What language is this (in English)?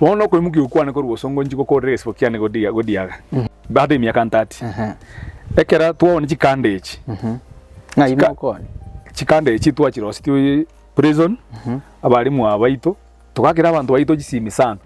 Gusii